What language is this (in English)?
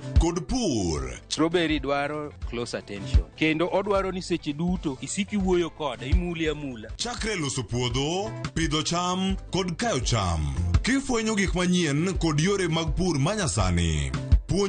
Luo (Kenya and Tanzania)